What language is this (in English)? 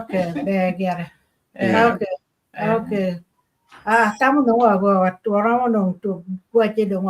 Acoli